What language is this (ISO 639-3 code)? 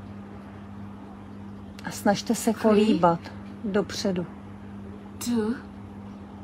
ces